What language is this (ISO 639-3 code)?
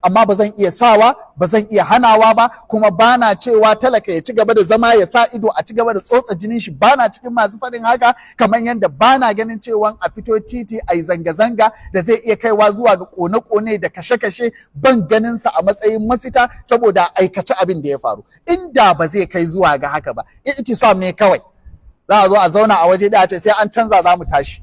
hau